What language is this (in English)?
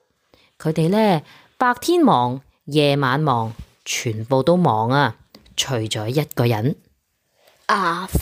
Cantonese